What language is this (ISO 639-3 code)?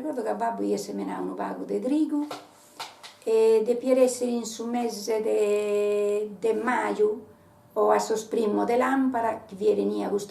srd